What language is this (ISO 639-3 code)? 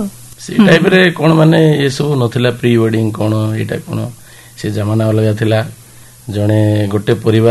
ori